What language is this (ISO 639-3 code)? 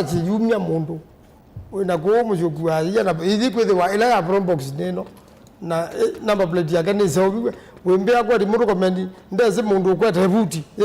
kam